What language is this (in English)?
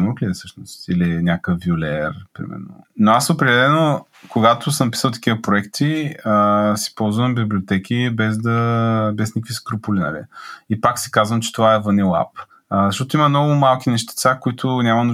Bulgarian